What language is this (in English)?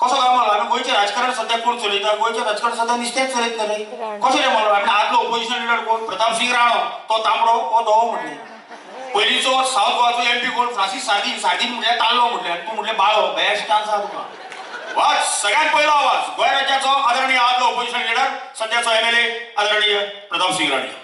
Konkani